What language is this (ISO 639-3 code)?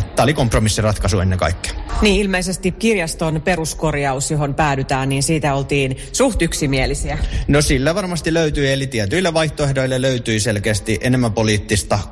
fin